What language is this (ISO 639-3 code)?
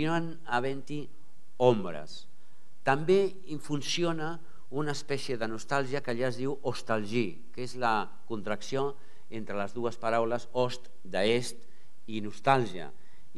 cat